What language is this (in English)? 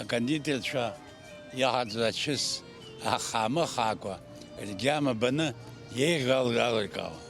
Abkhazian